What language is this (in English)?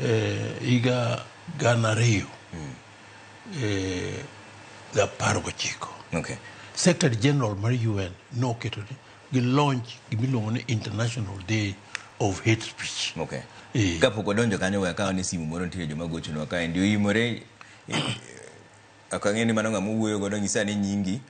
Luo (Kenya and Tanzania)